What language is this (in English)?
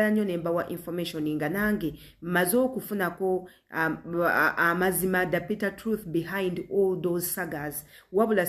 Ganda